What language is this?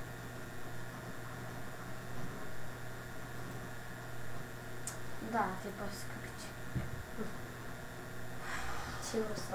Bulgarian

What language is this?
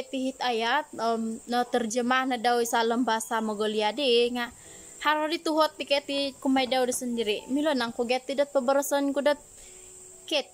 Central Dusun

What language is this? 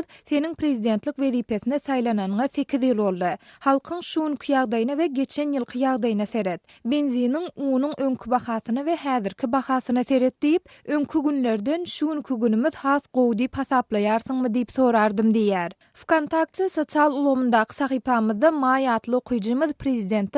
Turkmen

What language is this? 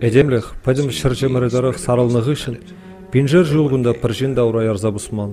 Chuvash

